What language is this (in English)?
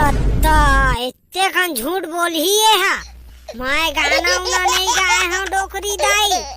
Chhattisgarhi